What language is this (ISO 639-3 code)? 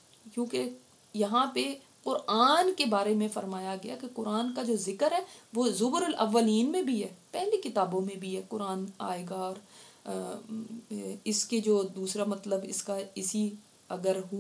urd